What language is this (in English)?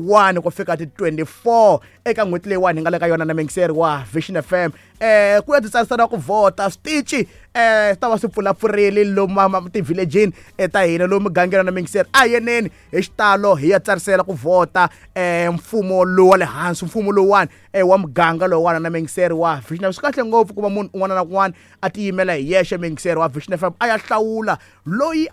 Tsonga